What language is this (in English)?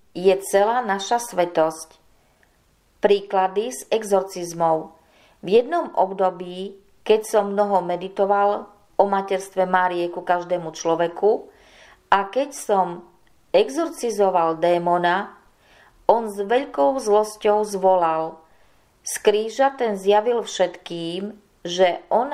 Slovak